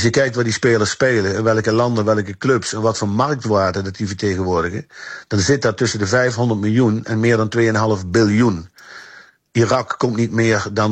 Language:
Dutch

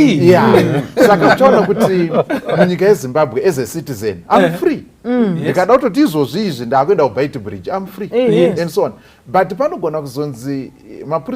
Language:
Shona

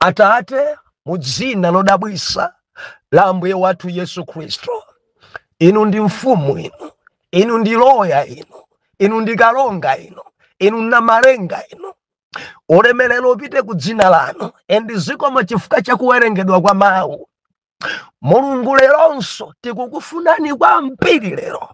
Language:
Nyanja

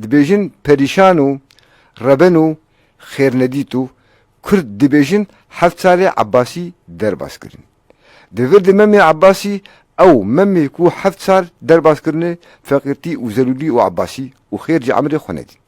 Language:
Kurdish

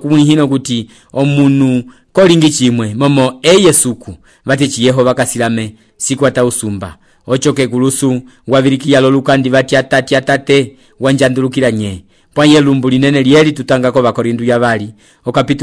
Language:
Umbundu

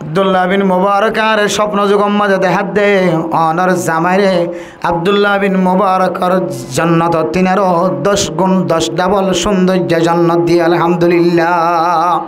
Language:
Rohingya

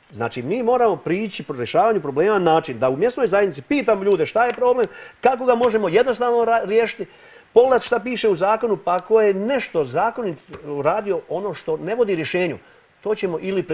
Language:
Serbian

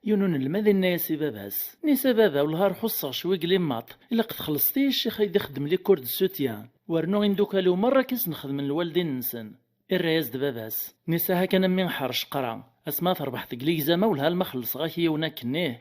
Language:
Kabyle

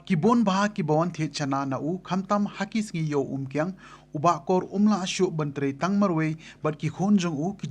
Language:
Khasi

